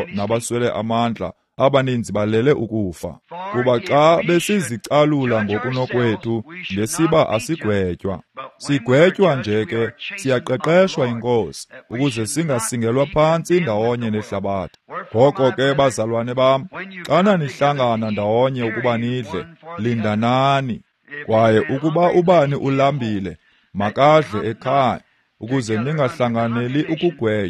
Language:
Xhosa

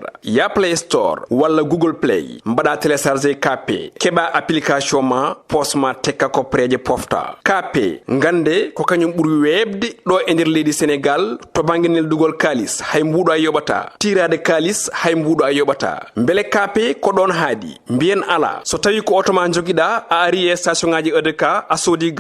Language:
Fula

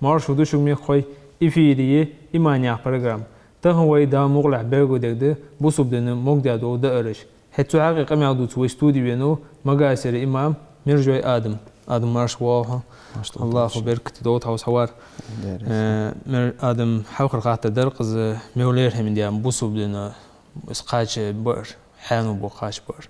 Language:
Ingush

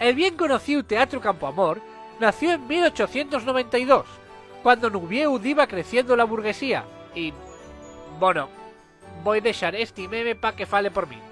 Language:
Asturian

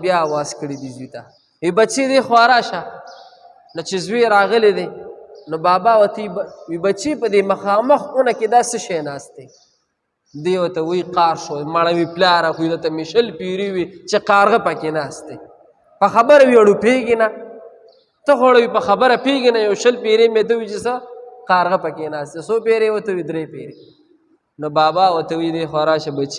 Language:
Pashto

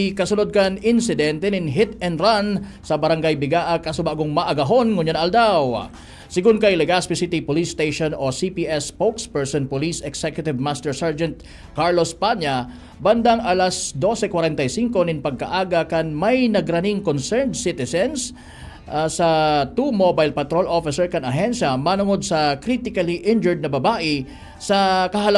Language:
Bikol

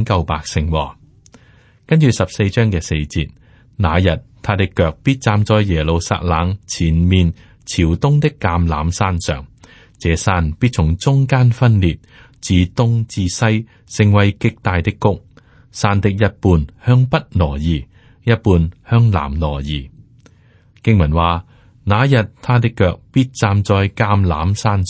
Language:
Cantonese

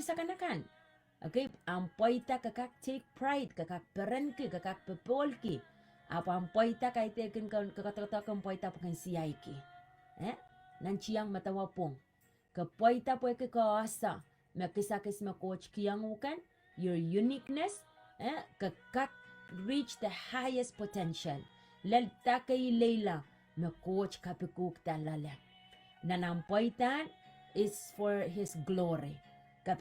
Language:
Pohnpeian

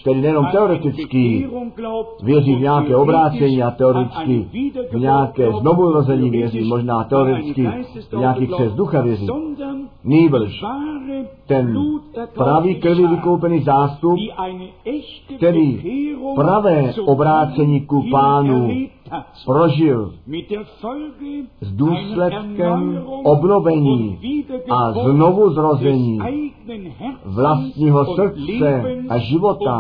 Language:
Czech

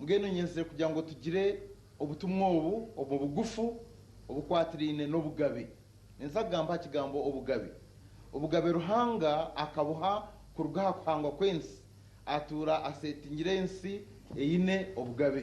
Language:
Nyankole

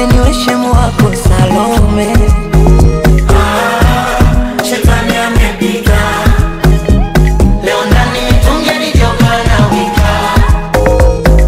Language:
Swahili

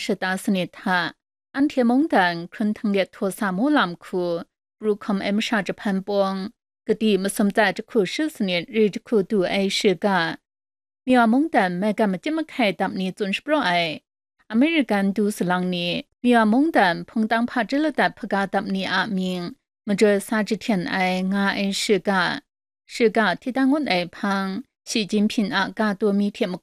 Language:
Kachin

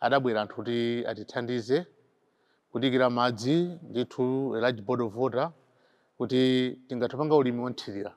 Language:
Nyanja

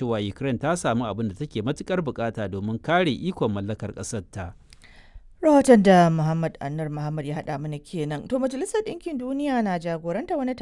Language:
Hausa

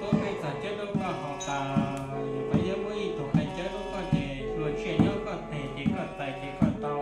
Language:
Hmong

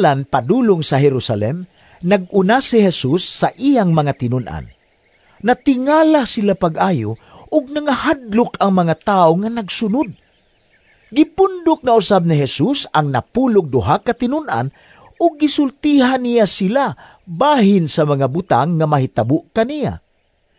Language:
Cebuano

